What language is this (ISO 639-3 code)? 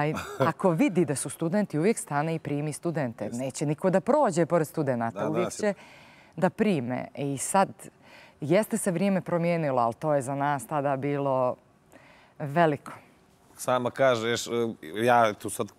bos